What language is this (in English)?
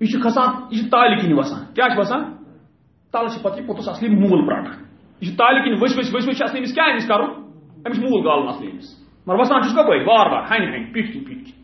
Kashmiri